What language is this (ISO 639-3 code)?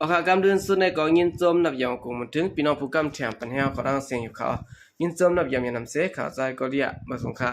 shn